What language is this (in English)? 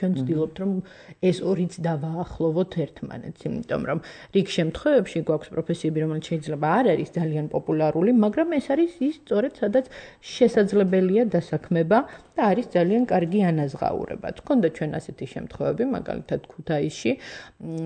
Georgian